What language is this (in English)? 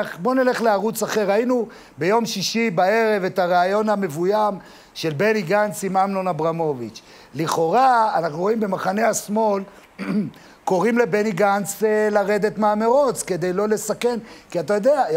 Hebrew